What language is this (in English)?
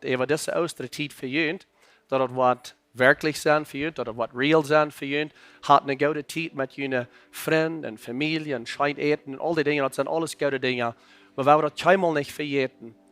Plautdietsch